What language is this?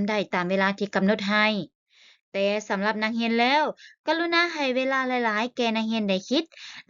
Lao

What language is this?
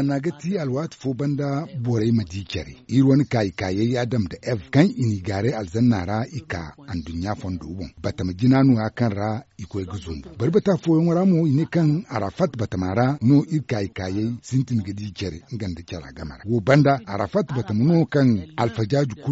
Zarma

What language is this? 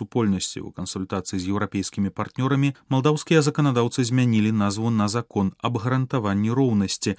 Belarusian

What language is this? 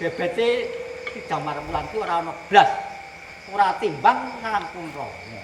Javanese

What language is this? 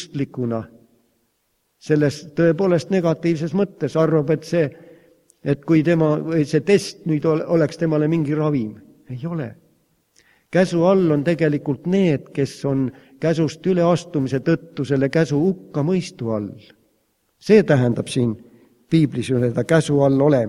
Estonian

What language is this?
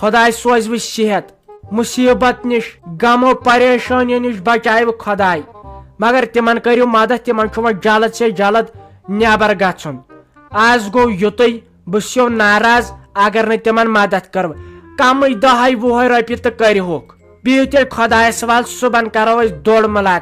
Kashmiri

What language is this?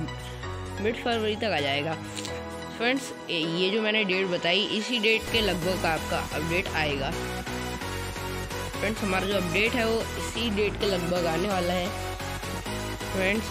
Hindi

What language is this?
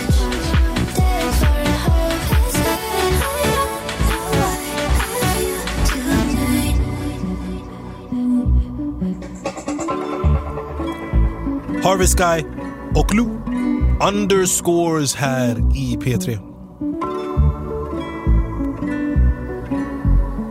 Swedish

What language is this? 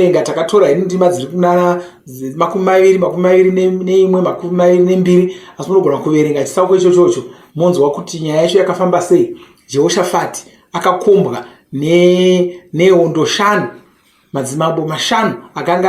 Shona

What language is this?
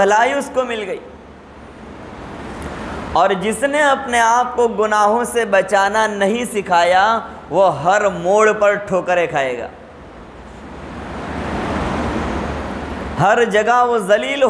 Urdu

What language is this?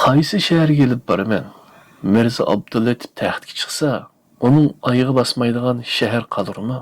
Uyghur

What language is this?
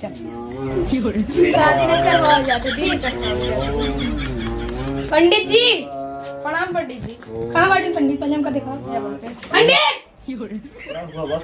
Awadhi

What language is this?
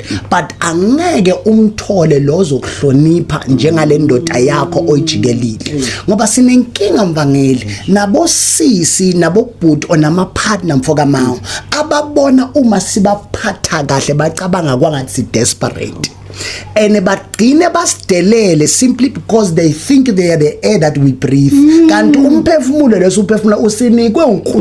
Zulu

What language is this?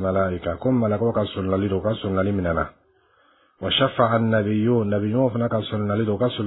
Bambara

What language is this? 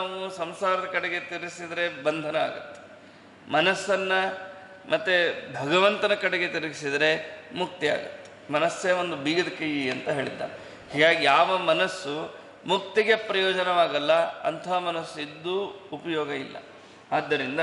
Kannada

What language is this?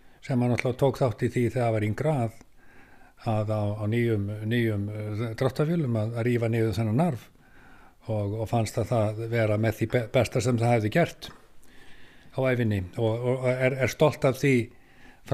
Icelandic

